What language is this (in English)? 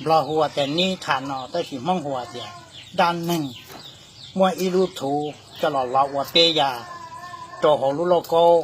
Hmong